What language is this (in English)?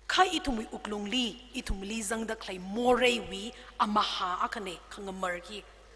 Tangkhul Naga (India)